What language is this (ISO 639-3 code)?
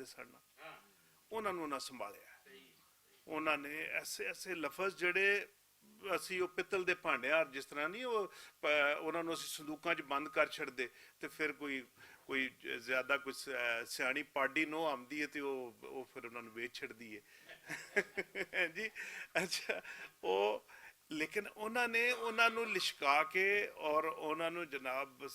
lah